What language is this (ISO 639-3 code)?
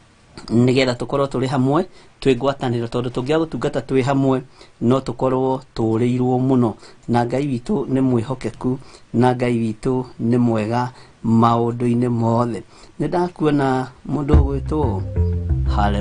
kik